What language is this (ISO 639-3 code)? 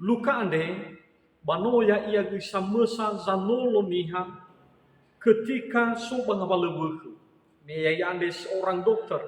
nia